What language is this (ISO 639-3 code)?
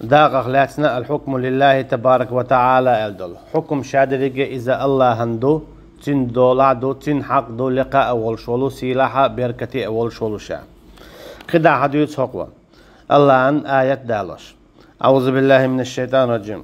che